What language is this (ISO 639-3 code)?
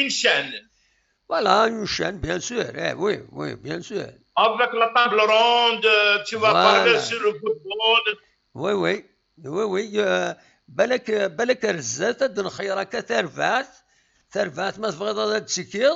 kab